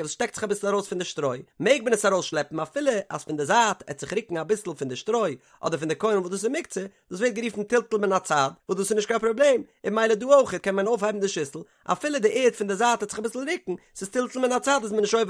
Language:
Yiddish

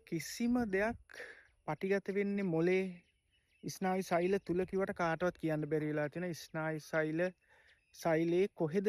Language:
Sinhala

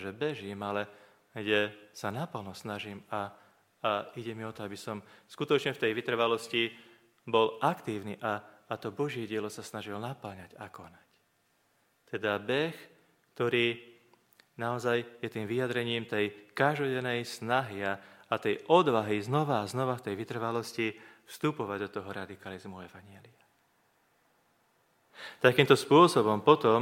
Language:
Slovak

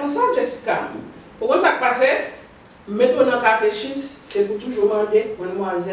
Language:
Haitian Creole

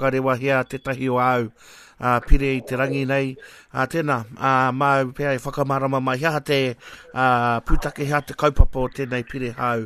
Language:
Māori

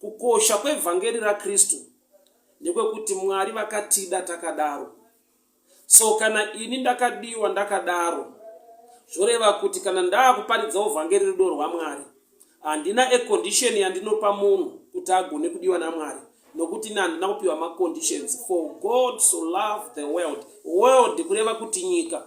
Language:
Shona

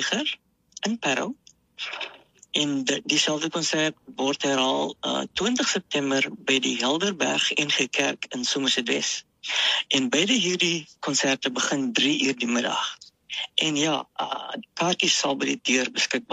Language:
Afrikaans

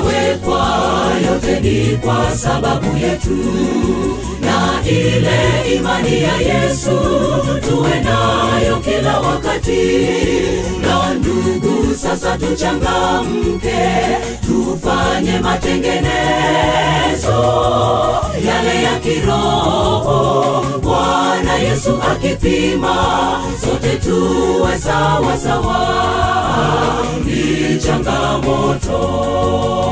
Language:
Swahili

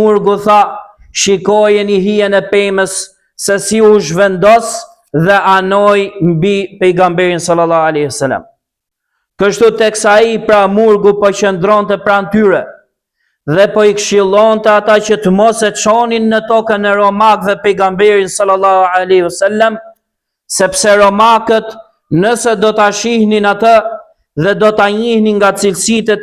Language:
Albanian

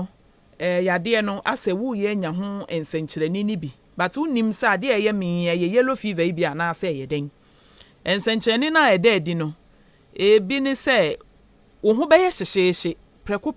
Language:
Akan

